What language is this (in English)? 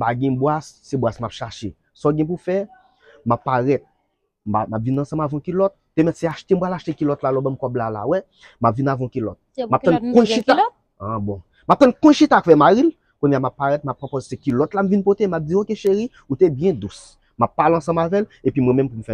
Haitian Creole